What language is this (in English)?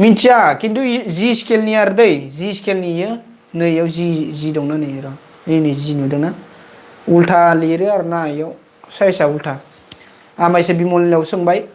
Bodo